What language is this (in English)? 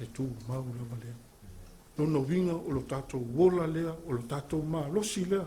Samoan